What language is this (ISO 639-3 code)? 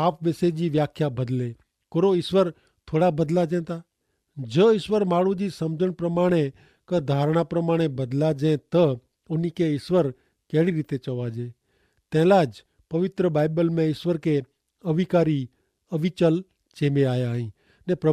kfr